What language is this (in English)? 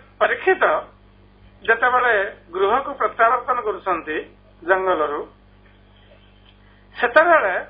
Odia